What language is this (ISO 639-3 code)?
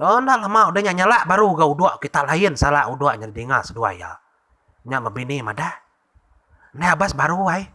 iba